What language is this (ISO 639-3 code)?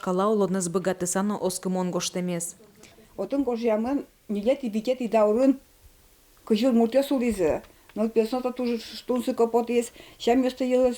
udm